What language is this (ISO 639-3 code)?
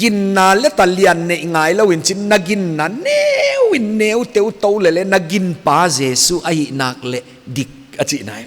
pck